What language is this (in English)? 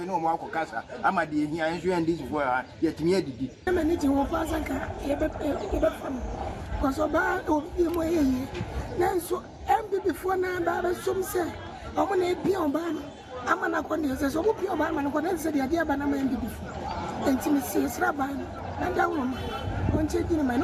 Akan